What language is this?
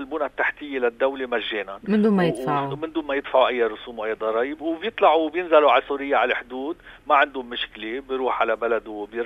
North Levantine Arabic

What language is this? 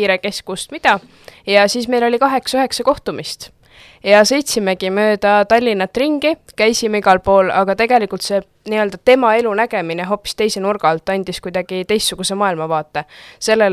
Estonian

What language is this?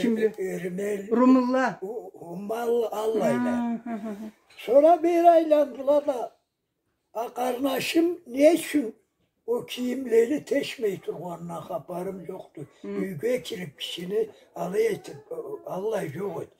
Karachay-Balkar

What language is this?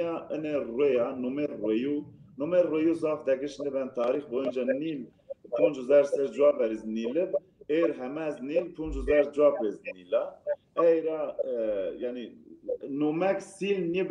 Zaza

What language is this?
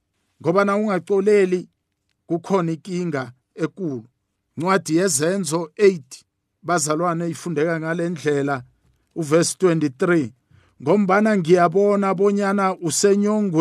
South Ndebele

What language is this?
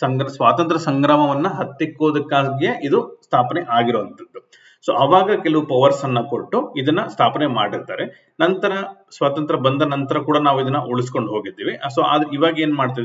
Kannada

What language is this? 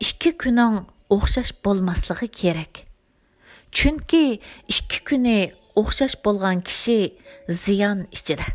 Uyghur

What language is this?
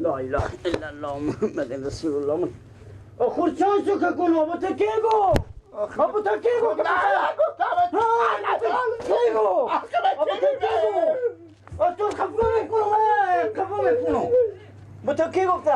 Persian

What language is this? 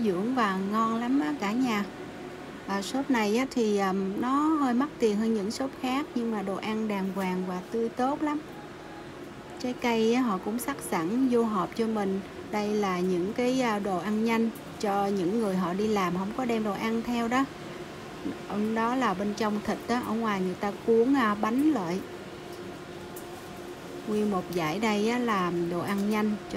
Vietnamese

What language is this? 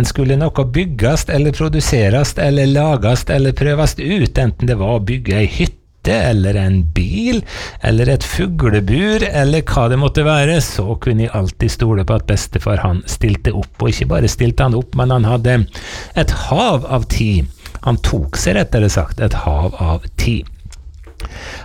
Norwegian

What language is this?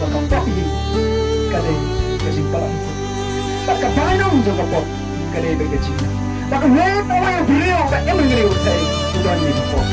Khasi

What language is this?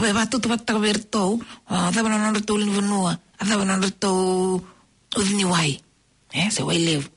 Fijian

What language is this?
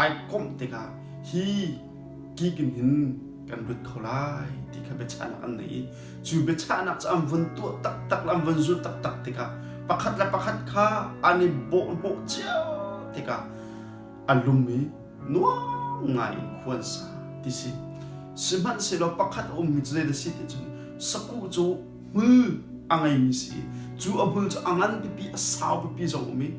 Hakha Chin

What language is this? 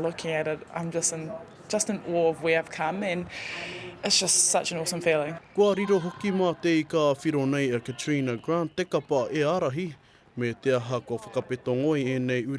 Māori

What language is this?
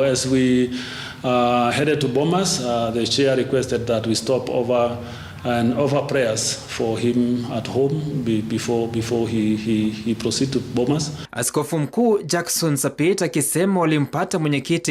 Luo (Kenya and Tanzania)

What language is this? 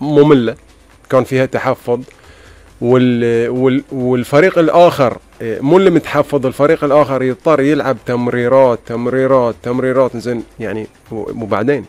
Gulf Arabic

